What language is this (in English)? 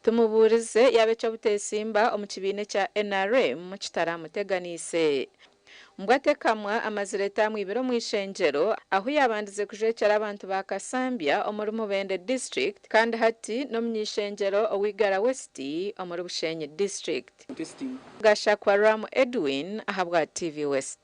Nyankole